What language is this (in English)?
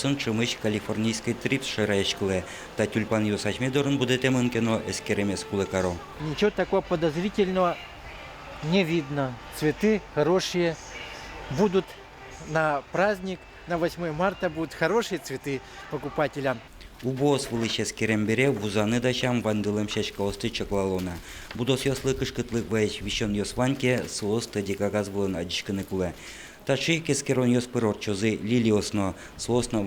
Udmurt